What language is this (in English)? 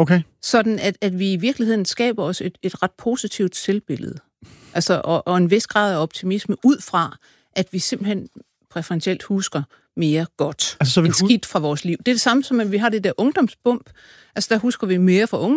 Danish